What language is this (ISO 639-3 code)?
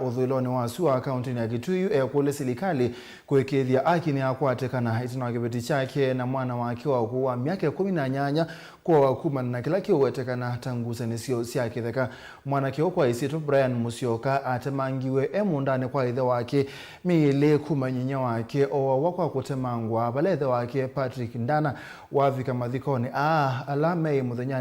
kam